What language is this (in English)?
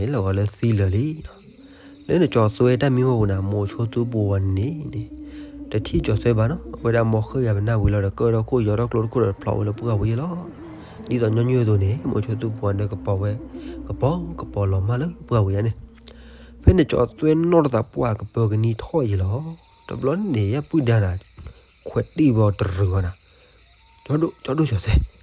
S'gaw Karen